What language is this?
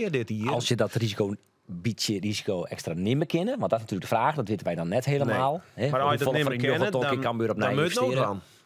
Western Frisian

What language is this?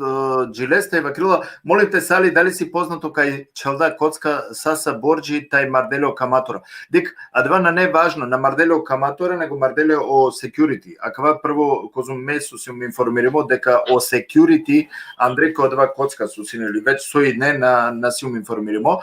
Balkan Romani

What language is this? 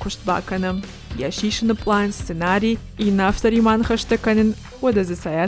Ossetic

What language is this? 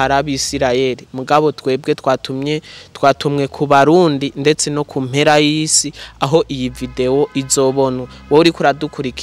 Rundi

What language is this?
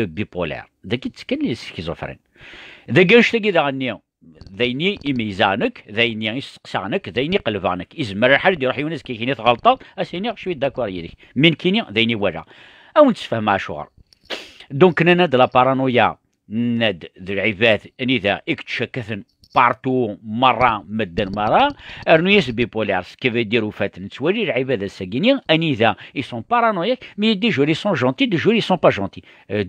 Kabyle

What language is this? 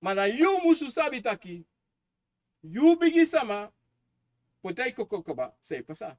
Sranan Tongo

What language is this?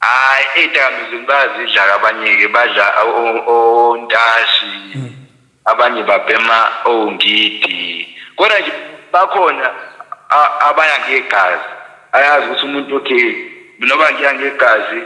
Zulu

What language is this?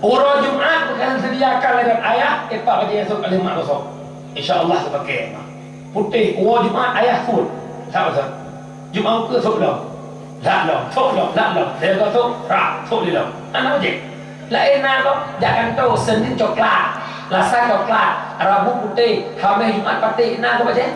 Achinese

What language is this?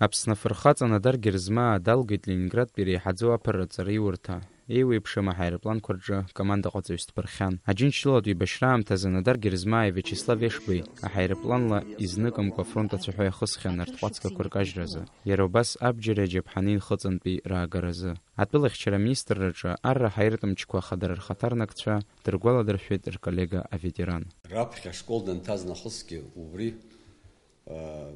Abkhazian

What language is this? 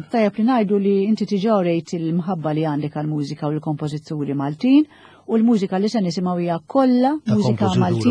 Maltese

